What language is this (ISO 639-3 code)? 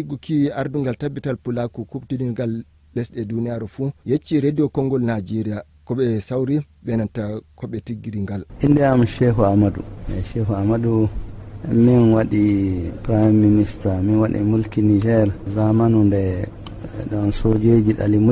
ful